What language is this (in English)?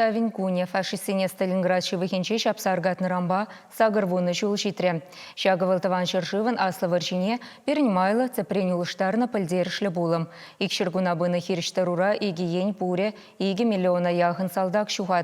Chuvash